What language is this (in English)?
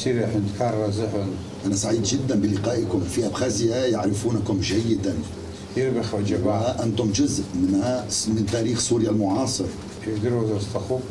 Abkhazian